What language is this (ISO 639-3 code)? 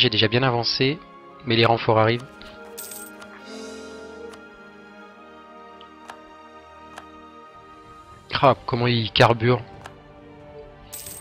fra